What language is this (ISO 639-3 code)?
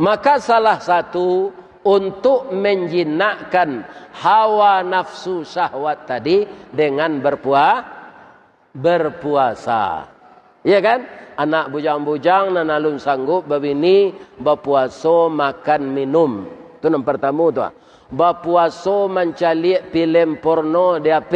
min